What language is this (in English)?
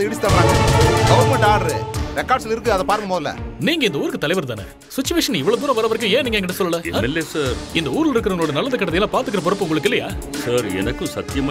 Tamil